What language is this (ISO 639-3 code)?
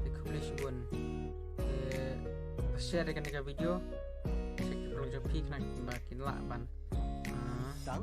kha